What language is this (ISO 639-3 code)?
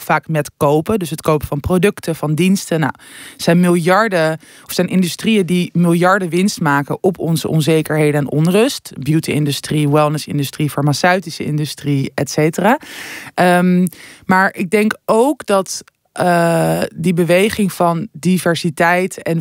nld